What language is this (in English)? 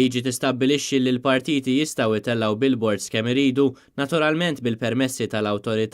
Maltese